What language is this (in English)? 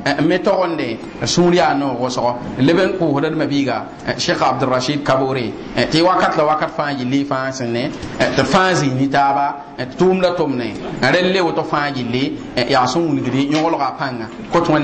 Mossi